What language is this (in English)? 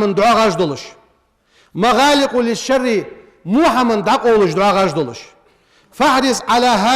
Ingush